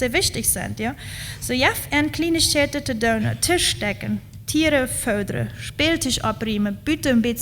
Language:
Plautdietsch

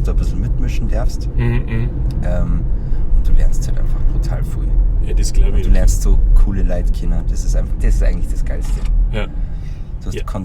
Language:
Bavarian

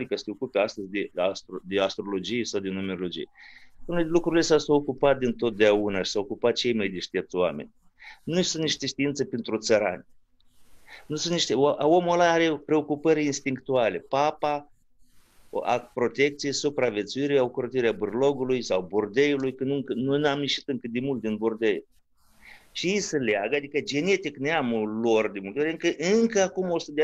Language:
Romanian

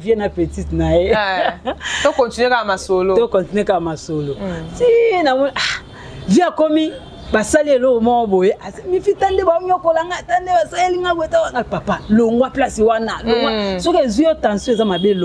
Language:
Lingala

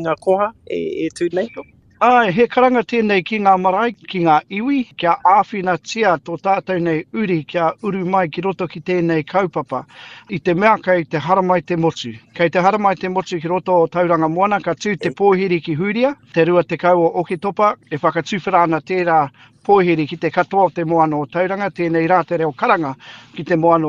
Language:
Māori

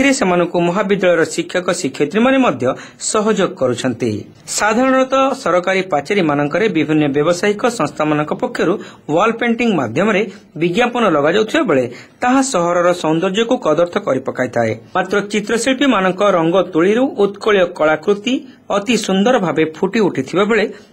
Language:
Odia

